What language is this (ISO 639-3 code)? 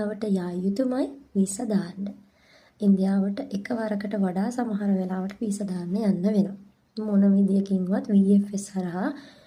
sin